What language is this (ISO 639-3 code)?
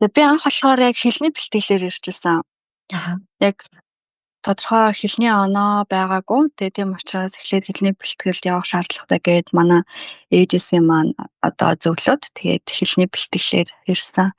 mon